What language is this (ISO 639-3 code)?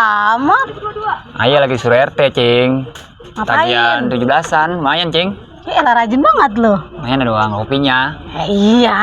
bew